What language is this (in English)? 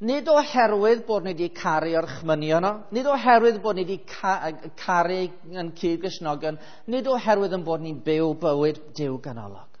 Welsh